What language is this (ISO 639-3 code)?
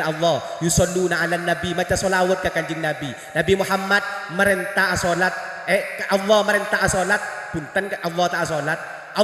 mad